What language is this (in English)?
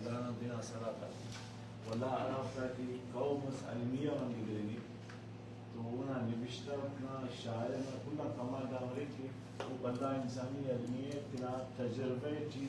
Brahui